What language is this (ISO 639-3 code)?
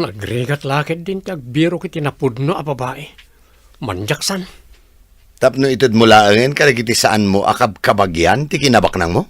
ilo